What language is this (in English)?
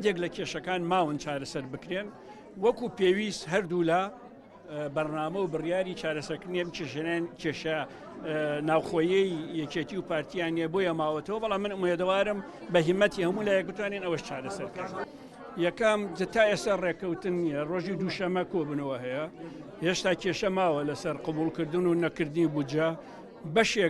Central Kurdish